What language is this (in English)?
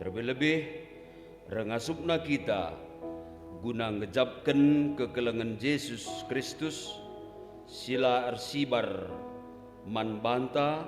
Batak Karo